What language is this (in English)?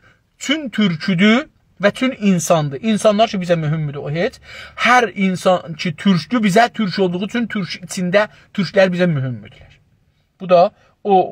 South Azerbaijani